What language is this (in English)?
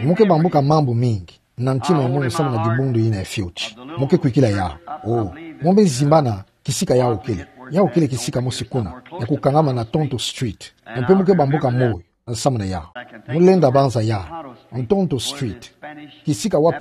Kituba (Democratic Republic of Congo)